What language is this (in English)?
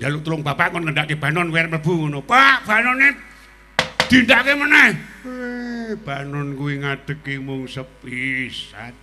Javanese